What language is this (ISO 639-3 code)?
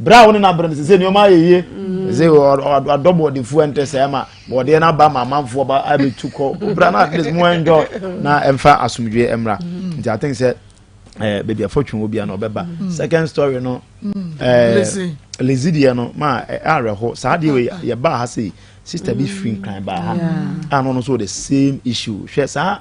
aka